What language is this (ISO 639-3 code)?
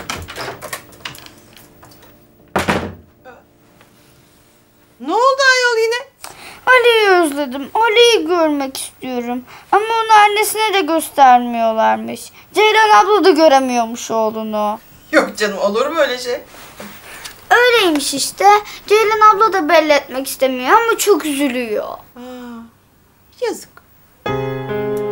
tur